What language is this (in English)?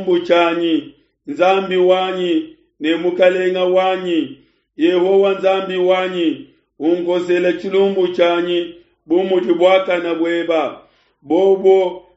Luba-Lulua